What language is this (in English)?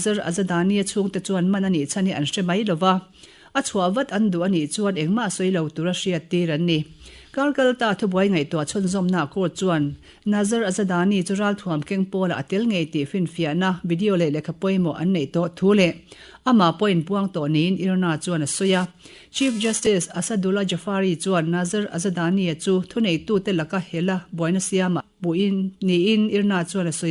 Mizo